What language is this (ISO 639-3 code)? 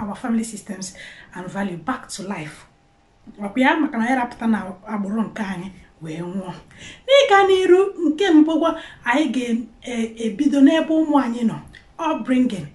ibo